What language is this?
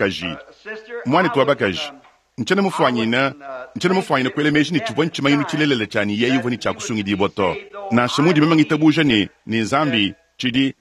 Luba-Lulua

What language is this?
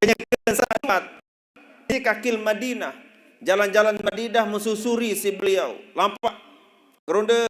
Sasak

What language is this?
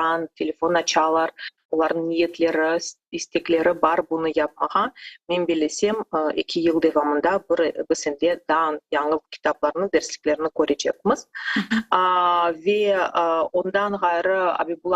Crimean Tatar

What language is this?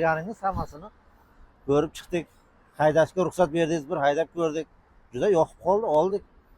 Uzbek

